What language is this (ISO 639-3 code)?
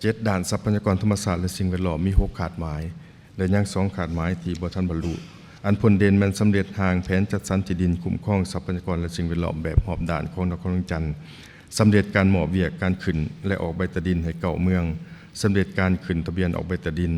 lao